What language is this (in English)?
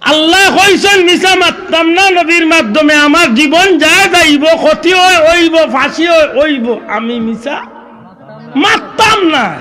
Sylheti